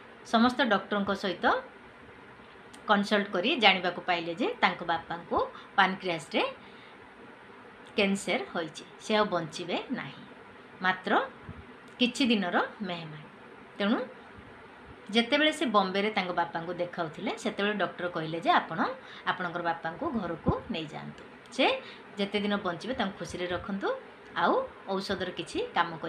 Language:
Odia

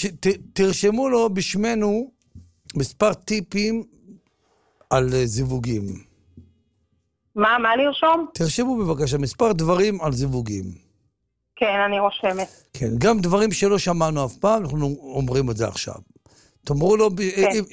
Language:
Hebrew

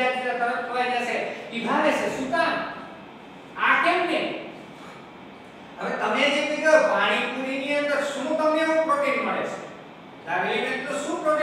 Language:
Gujarati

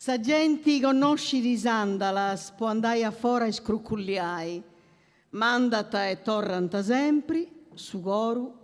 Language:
Sardinian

